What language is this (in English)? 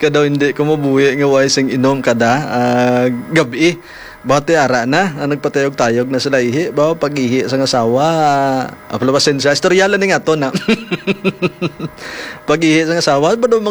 Hiligaynon